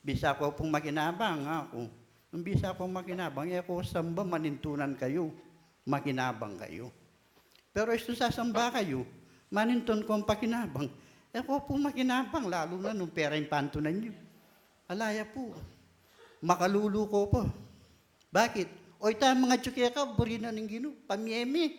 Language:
Pampanga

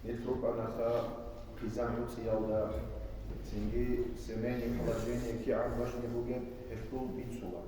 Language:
Avaric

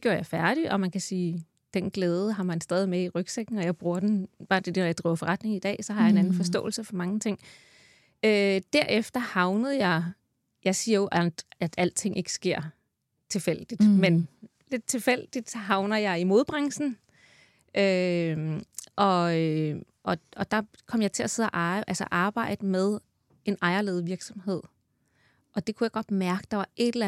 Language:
Danish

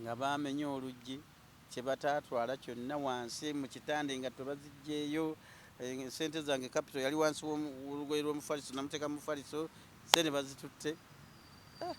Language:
Ganda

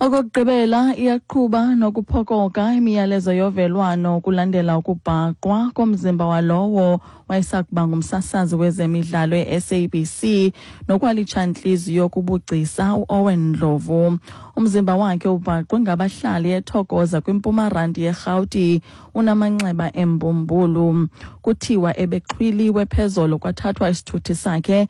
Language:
Xhosa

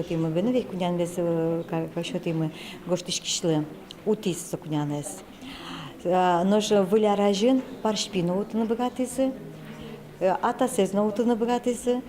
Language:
Udmurt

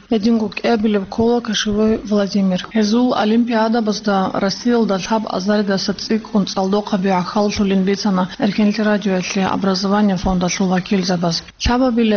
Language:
Avaric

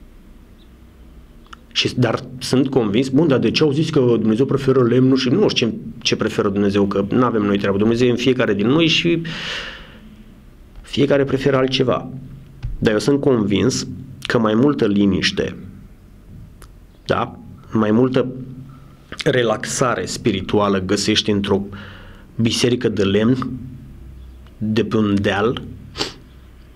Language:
Romanian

